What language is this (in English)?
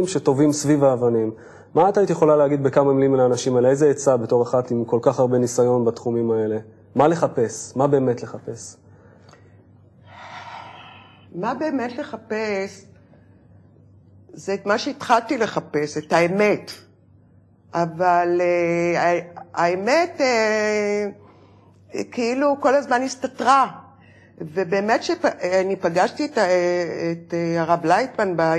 Hebrew